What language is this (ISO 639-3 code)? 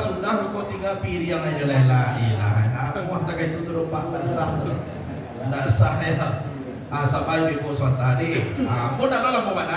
min